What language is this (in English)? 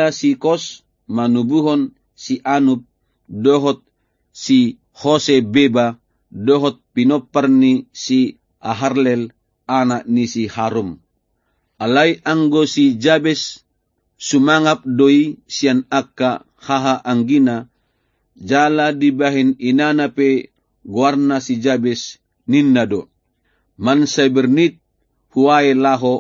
Batak Toba